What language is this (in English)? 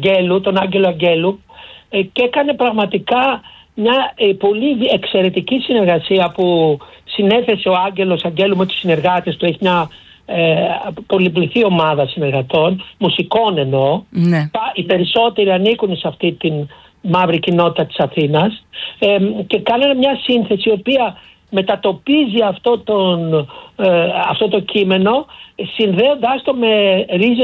Greek